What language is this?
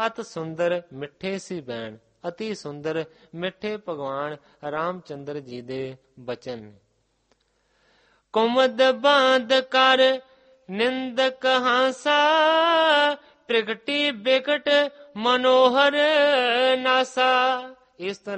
Punjabi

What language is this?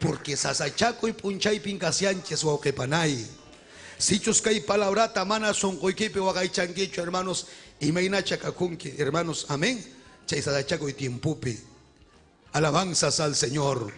Ayacucho Quechua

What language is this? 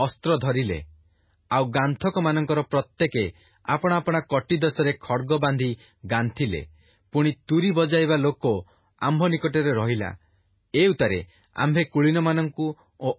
Odia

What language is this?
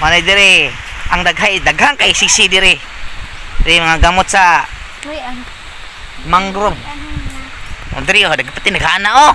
Cebuano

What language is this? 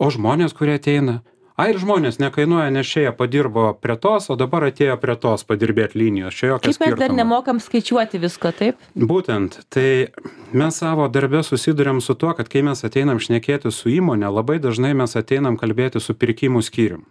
Lithuanian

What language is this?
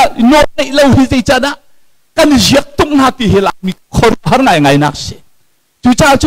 Hakha Chin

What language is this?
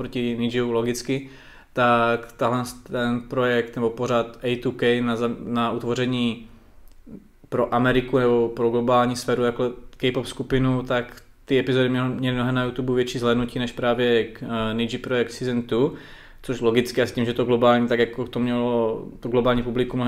Czech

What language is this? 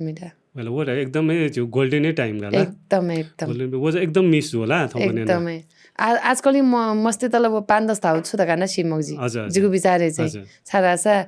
Newari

